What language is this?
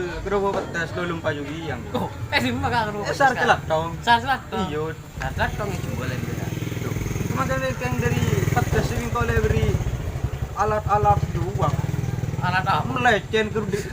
Madurese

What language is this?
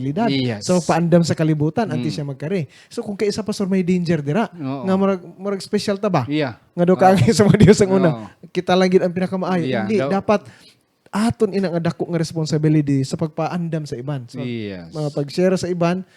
Hiligaynon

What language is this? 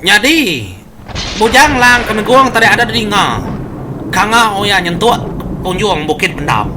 Iban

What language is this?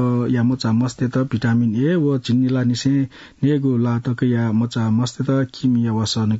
Newari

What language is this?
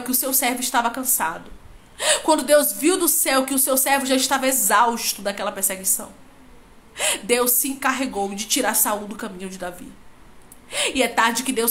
Portuguese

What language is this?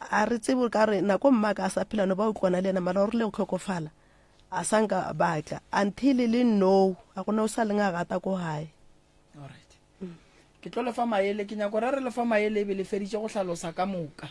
Northern Sotho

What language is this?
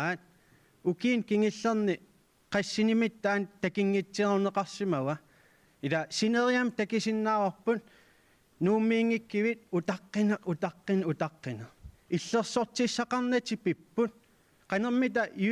Kalaallisut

